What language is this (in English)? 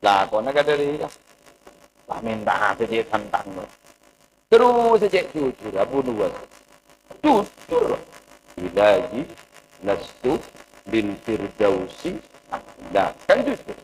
Madurese